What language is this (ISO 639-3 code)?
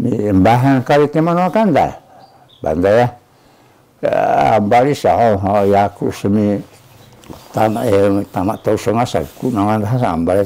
trv